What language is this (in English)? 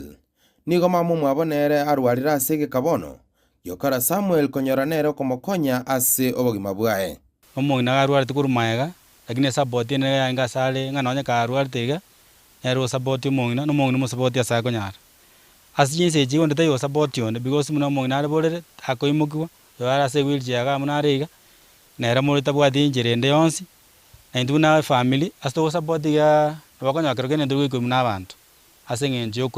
Gusii